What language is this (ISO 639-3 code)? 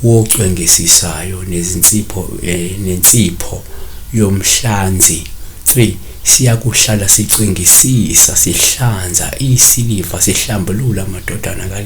zul